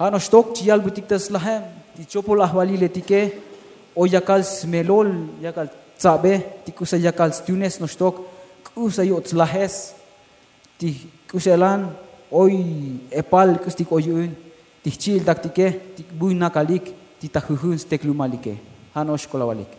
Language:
Tzotzil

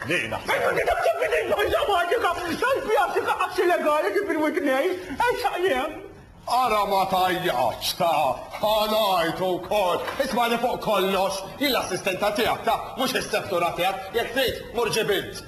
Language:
Maltese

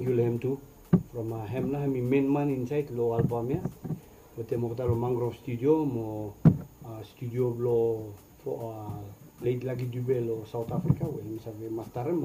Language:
Bislama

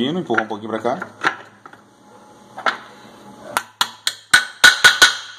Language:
Portuguese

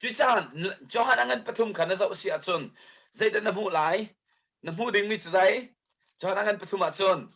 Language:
Hakha Chin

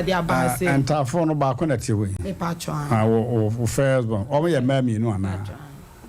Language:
Akan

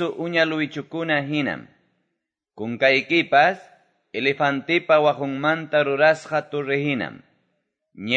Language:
Quechua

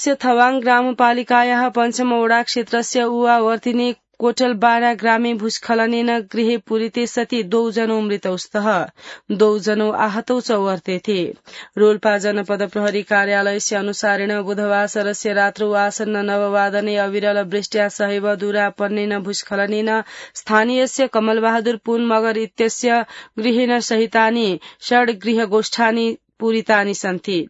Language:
Sanskrit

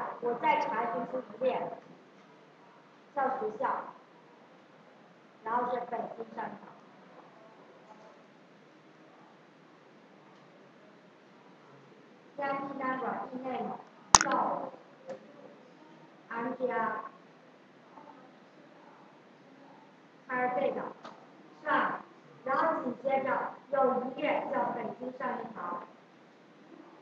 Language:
Chinese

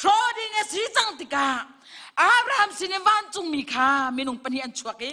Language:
Hakha Chin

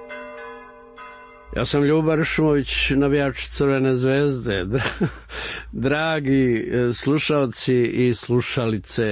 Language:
Serbian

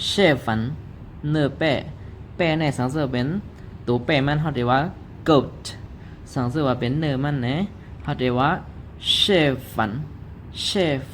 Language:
Shan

